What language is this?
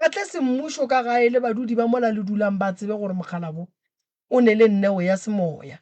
Northern Sotho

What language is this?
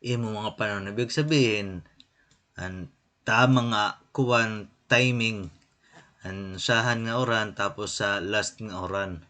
Waray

